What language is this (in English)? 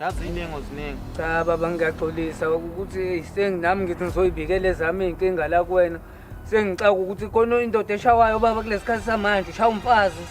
Zulu